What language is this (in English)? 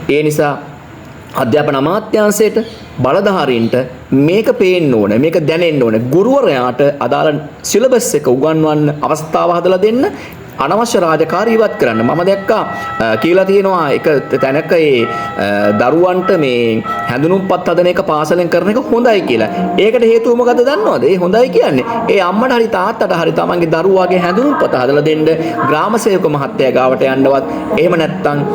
Sinhala